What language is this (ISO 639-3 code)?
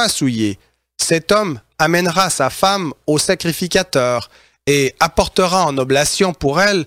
fra